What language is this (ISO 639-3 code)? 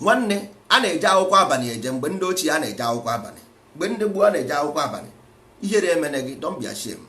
ibo